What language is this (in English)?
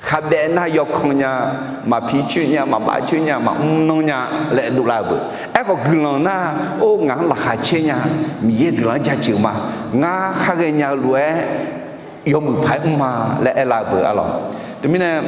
Akha